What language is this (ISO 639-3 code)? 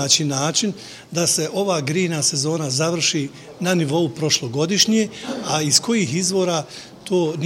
bos